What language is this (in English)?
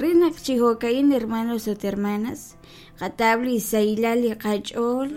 Kekchí